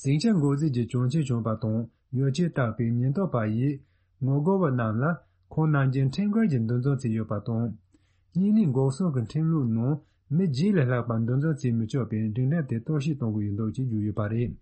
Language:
Tibetan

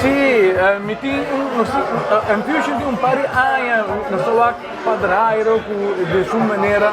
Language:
Papiamento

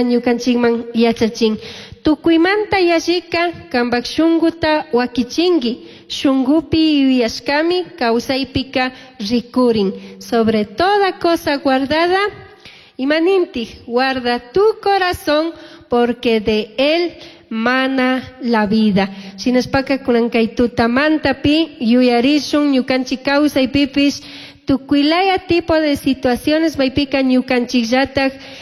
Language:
Chimborazo Highland Quichua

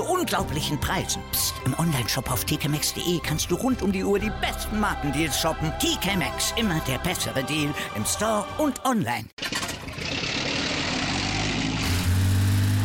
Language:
German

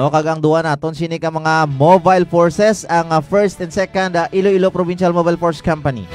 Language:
Hiligaynon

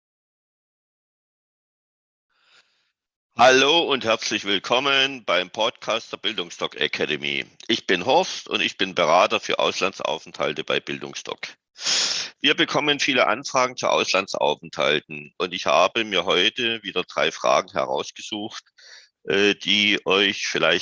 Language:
German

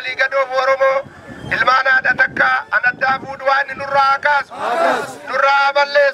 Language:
Oromo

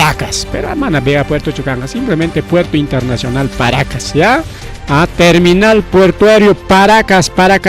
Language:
Ayacucho Quechua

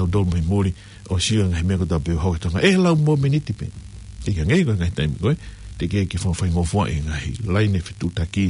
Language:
Tongan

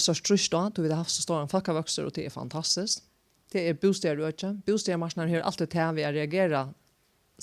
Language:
Faroese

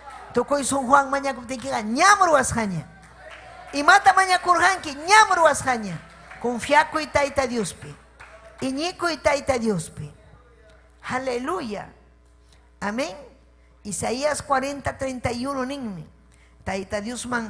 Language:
Ayacucho Quechua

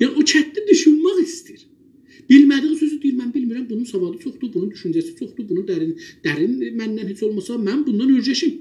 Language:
South Azerbaijani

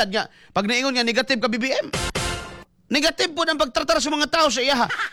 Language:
Cebuano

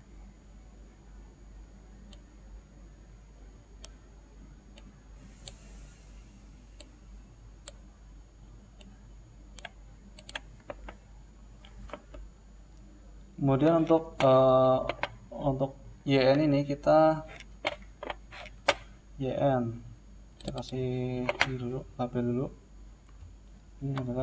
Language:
Indonesian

